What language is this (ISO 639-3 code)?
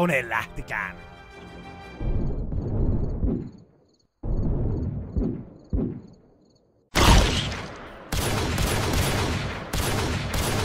fin